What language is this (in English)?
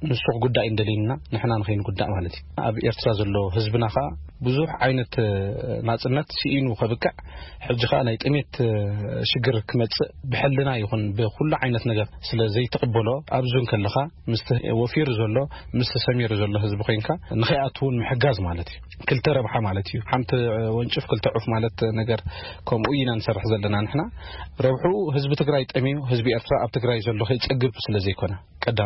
Tigrinya